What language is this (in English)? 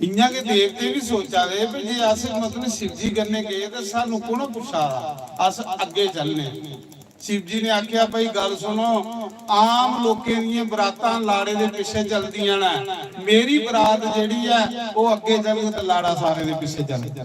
Dogri